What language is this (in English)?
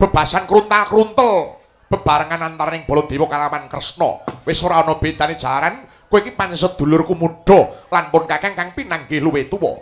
Javanese